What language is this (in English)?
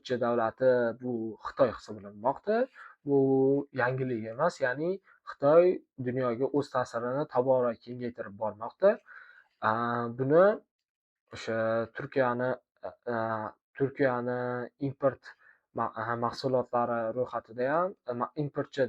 Uzbek